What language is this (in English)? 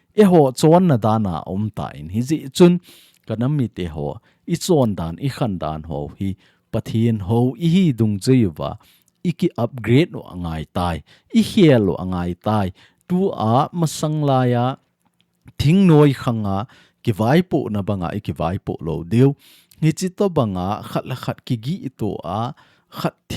Thado Chin